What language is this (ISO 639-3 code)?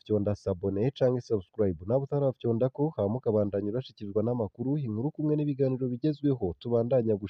run